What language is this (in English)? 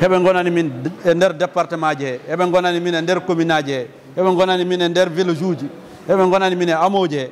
Fula